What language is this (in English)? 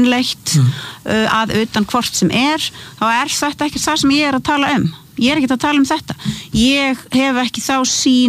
Icelandic